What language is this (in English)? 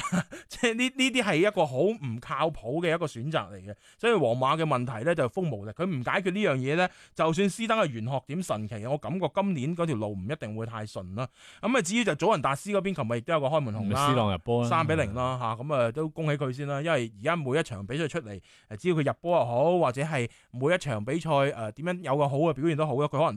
Cantonese